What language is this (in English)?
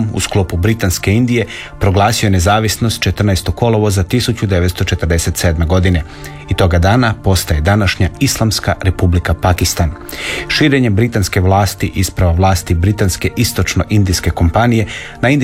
Croatian